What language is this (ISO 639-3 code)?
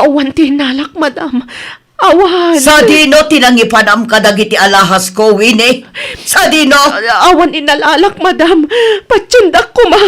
ilo